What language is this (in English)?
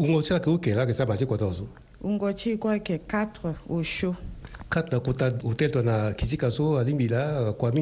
Sango